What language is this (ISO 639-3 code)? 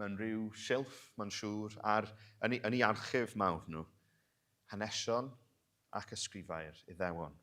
cym